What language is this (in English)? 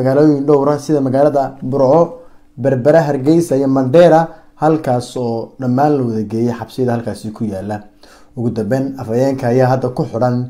Somali